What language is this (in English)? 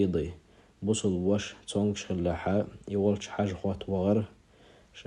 Chechen